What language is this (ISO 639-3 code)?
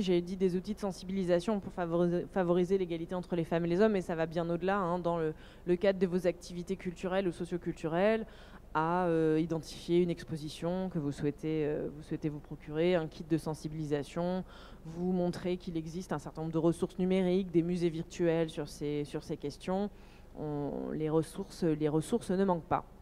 fra